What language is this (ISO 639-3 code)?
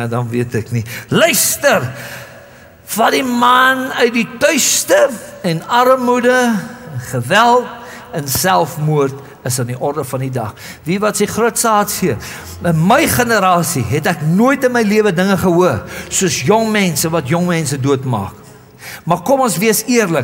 afr